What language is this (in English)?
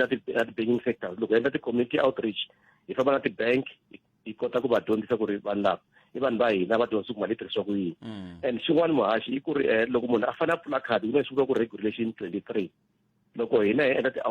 Tsonga